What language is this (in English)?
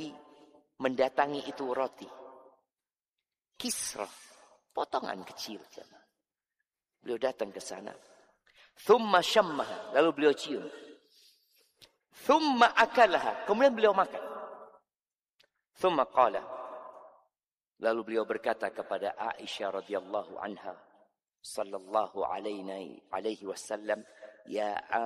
Indonesian